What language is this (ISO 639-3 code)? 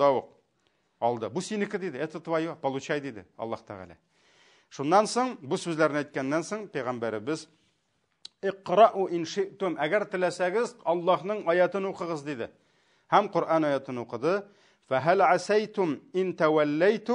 tat